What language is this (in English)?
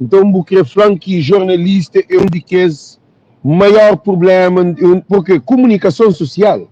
Kabuverdianu